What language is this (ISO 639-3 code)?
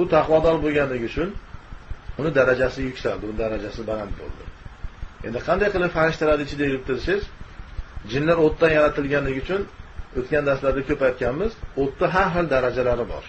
uzb